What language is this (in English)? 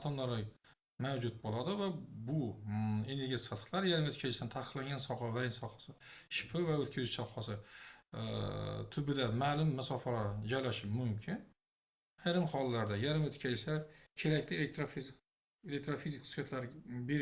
Uzbek